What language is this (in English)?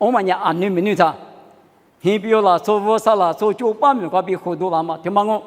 Lisu